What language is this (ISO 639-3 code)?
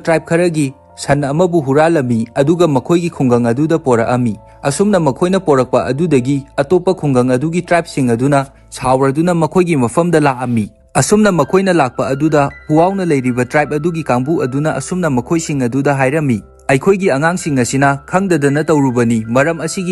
mni